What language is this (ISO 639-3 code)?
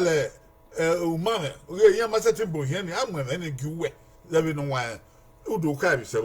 bin